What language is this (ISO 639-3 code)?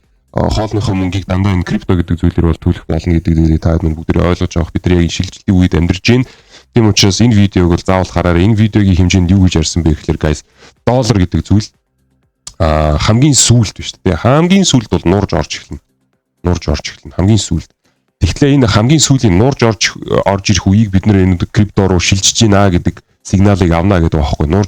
mon